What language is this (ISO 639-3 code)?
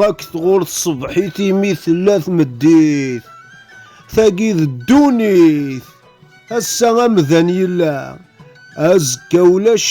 kab